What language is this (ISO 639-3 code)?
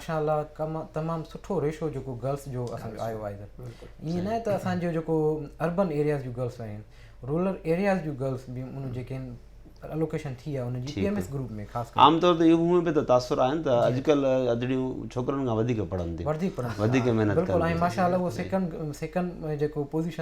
snd